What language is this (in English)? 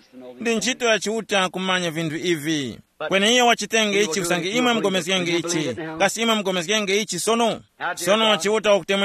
Tumbuka